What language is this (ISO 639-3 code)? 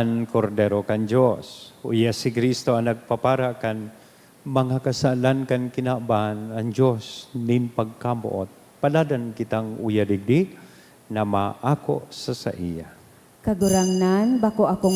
bik